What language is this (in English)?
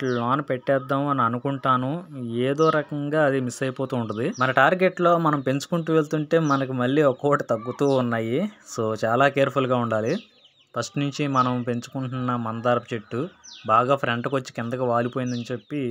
Telugu